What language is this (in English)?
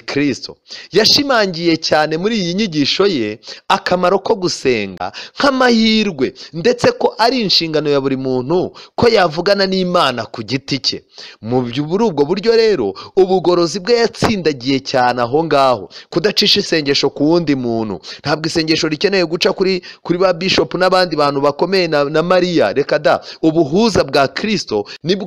Kinyarwanda